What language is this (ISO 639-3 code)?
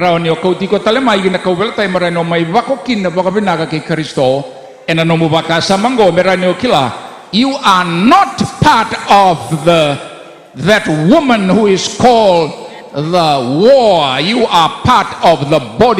fij